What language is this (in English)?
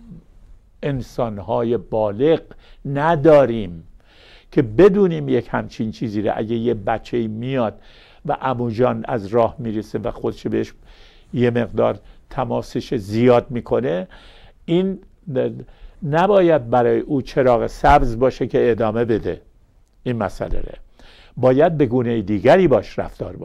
Persian